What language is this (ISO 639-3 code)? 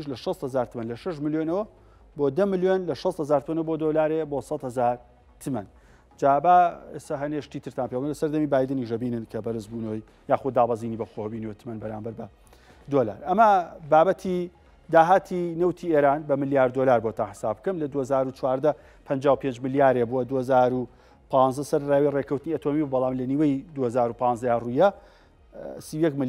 ckb